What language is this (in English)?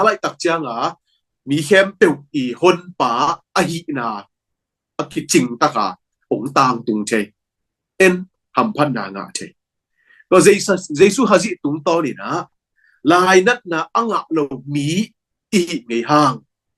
Tedim Chin